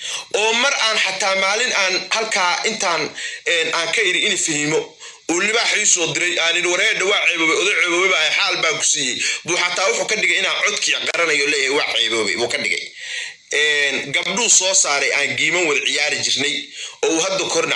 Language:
Somali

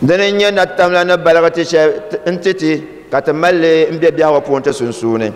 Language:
Dagbani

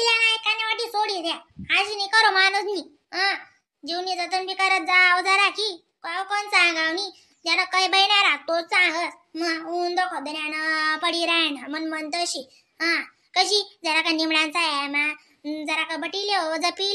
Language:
Khandesi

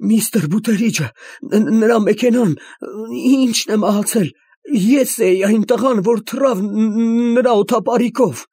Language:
Armenian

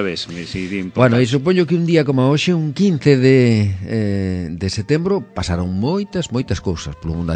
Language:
Galician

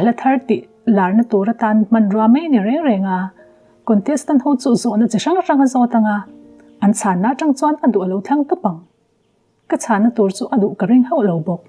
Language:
Mizo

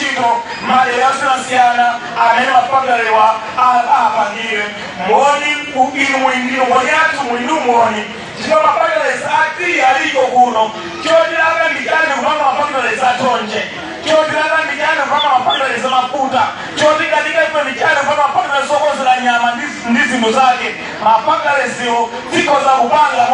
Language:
Nyanja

